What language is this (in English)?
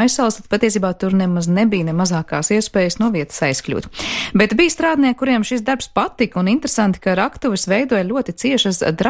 Latvian